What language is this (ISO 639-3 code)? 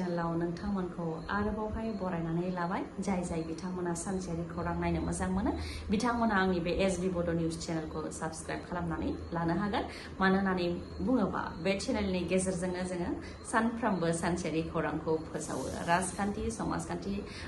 brx